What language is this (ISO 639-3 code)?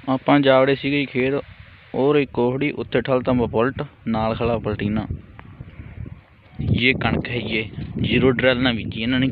pan